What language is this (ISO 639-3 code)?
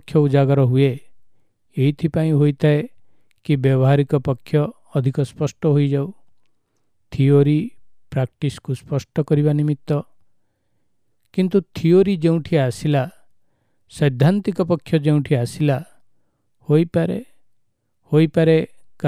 ori